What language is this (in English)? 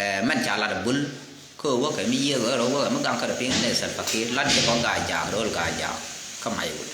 Nuer